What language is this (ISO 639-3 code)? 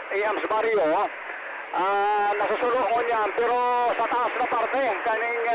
bik